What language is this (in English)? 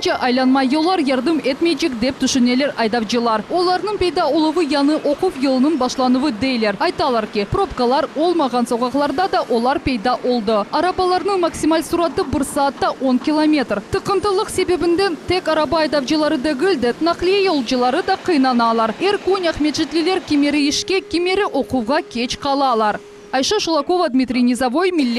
Crimean Tatar